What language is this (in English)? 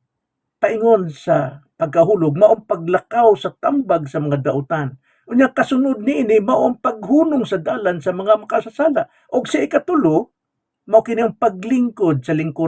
Cebuano